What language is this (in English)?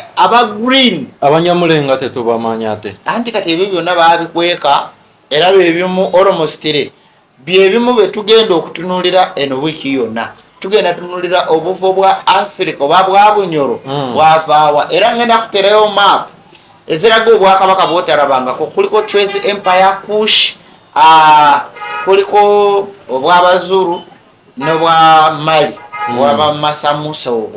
Ganda